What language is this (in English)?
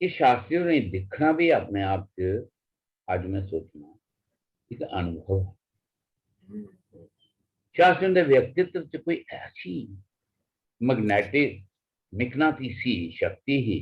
Dogri